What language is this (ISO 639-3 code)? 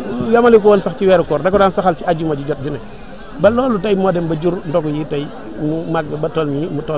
wol